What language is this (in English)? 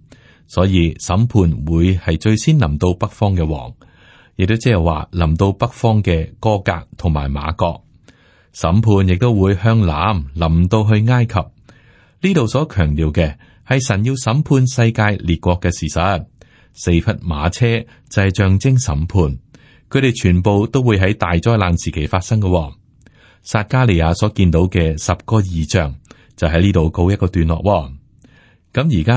Cantonese